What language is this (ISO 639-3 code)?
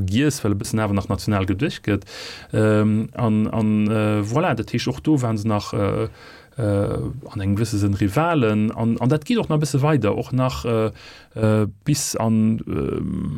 ltz